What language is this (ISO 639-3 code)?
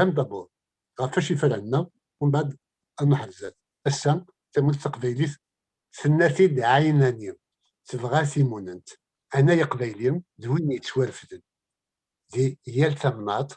kab